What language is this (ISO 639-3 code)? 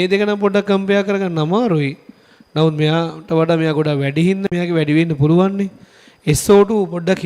sin